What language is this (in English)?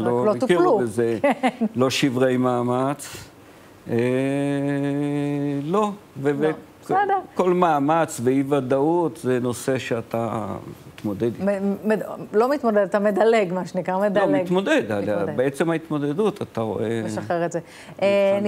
Hebrew